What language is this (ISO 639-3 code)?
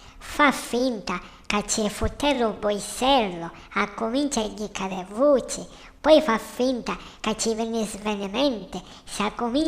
scn